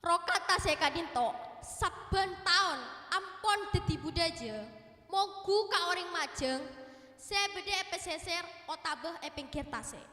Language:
Madurese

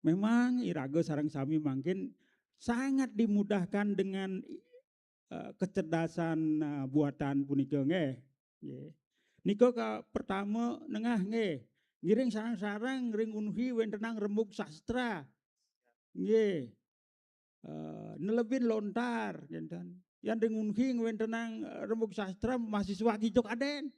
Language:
Balinese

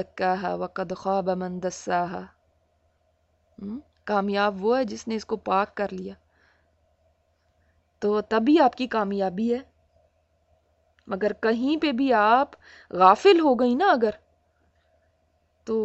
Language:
Urdu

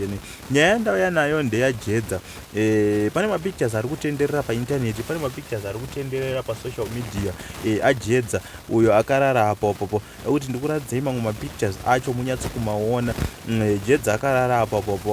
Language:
Shona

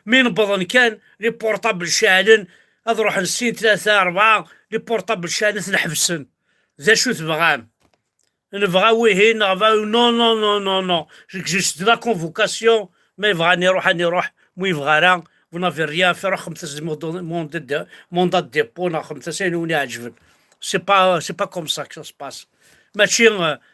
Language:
Kabyle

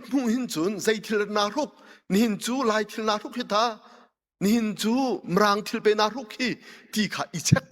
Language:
Hakha Chin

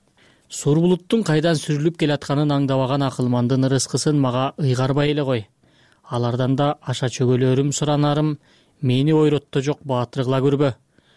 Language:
Kyrgyz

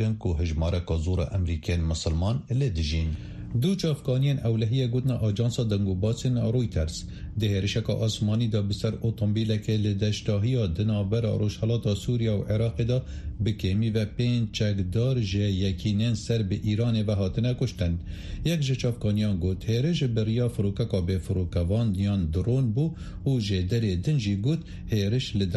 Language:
Kurdish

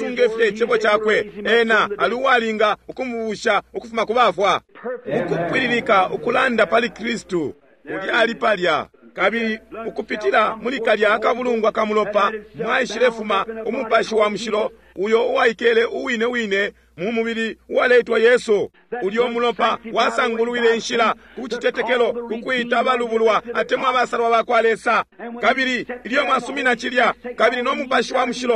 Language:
Bemba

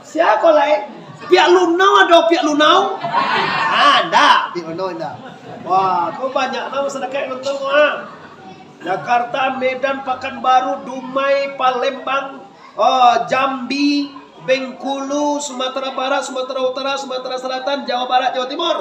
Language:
Minangkabau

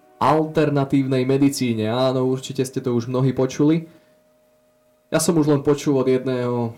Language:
Slovak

